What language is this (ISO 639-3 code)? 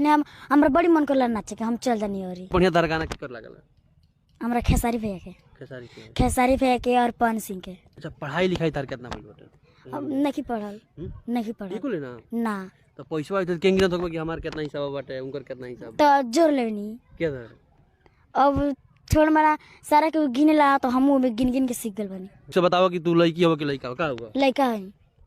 bho